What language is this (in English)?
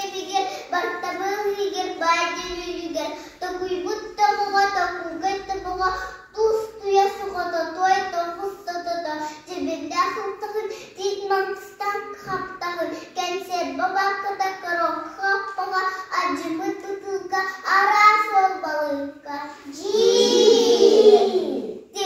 Yakut